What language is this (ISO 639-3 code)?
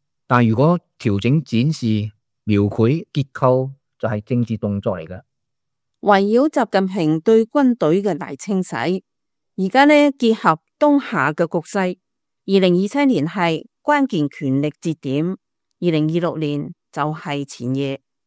yue